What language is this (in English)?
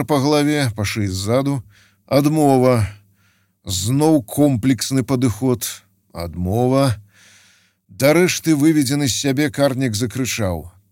Belarusian